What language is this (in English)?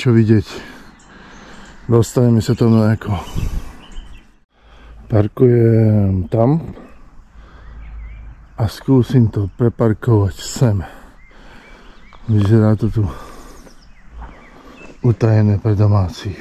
Slovak